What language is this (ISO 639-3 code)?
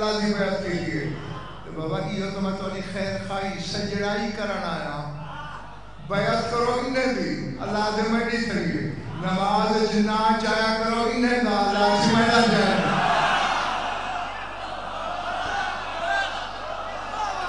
skr